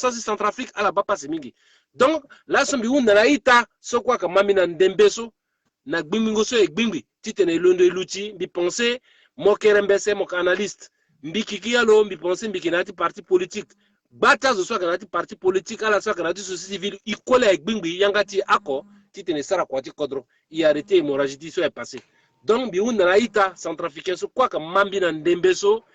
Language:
Sango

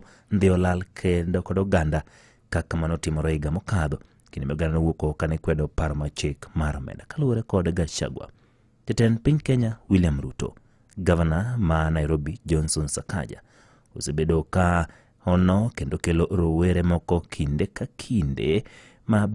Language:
Luo (Kenya and Tanzania)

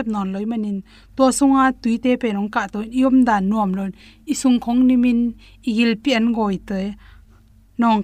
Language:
Tedim Chin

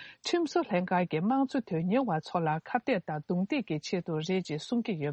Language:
Tibetan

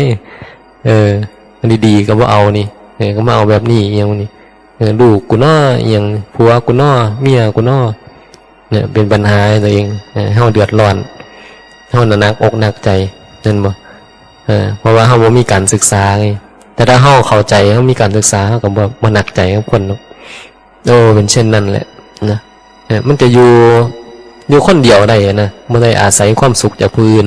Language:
Northeastern Thai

